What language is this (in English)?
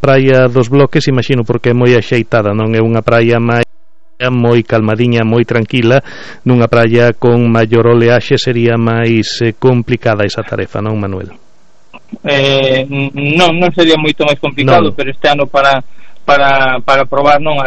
Galician